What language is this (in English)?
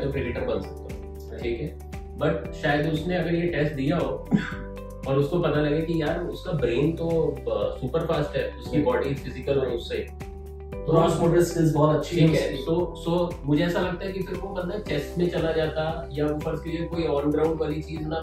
Hindi